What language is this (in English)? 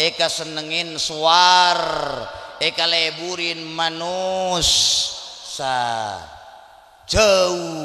Madurese